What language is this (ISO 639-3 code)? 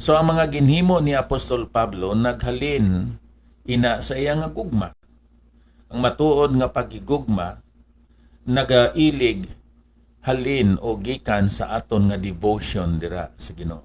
hil